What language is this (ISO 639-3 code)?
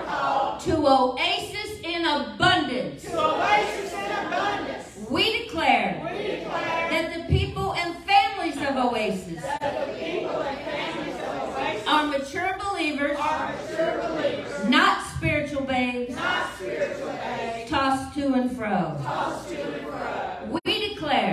eng